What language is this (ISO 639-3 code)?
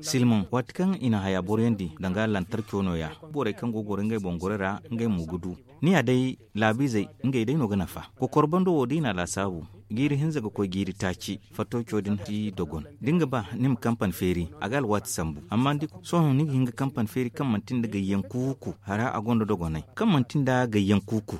dje